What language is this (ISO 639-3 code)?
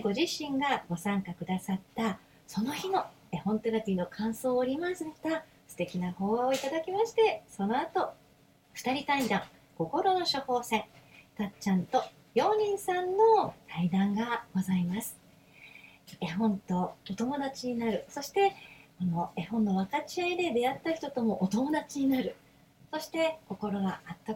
jpn